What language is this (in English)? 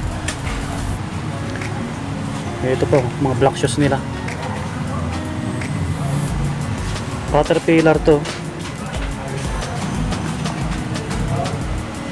Filipino